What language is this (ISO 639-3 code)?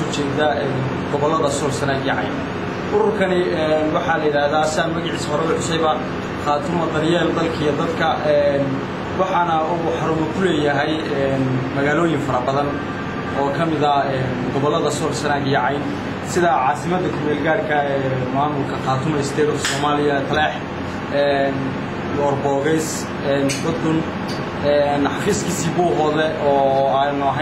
som